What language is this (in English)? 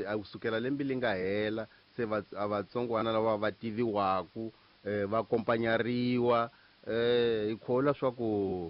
Tsonga